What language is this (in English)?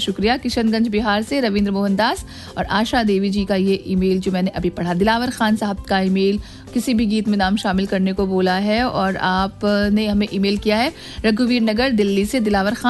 Hindi